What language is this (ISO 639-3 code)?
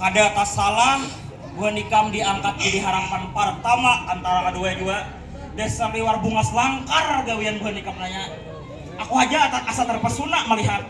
bjn